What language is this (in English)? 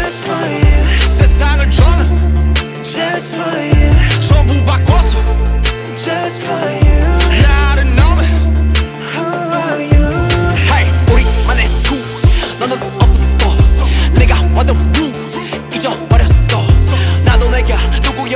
Korean